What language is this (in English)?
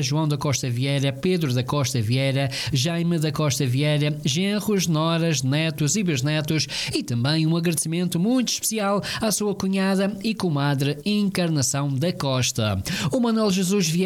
Portuguese